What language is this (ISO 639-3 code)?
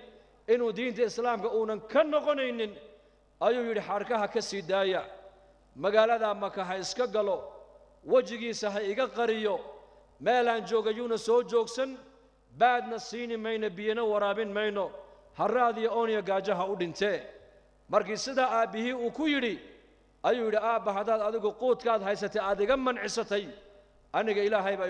som